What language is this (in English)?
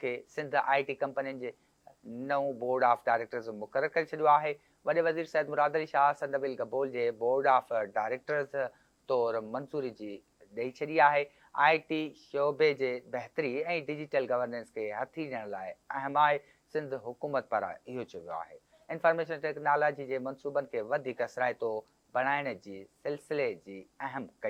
Sindhi